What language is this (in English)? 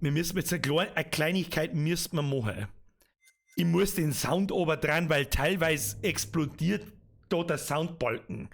Bavarian